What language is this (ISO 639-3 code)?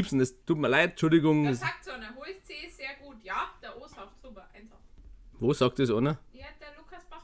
bar